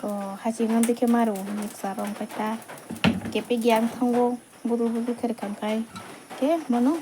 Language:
Kok Borok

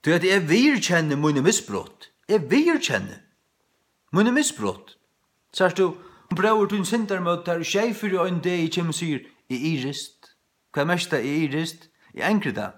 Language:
Faroese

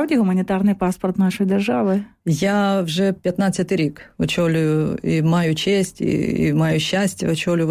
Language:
Ukrainian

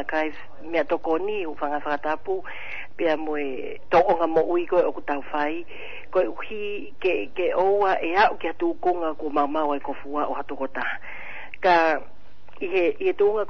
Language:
Tongan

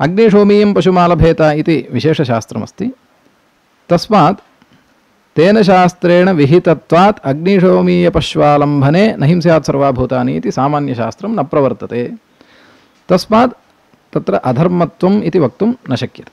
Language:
Sanskrit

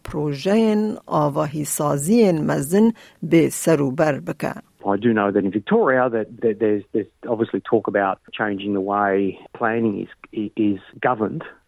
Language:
Kurdish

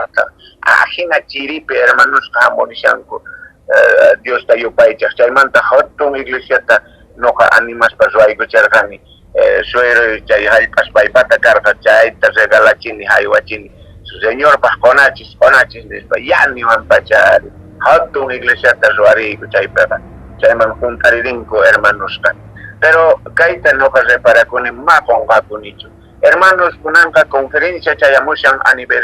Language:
Quechua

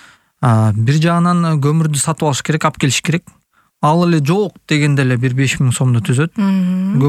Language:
Kyrgyz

